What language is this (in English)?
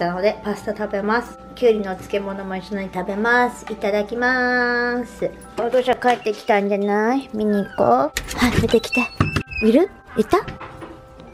Japanese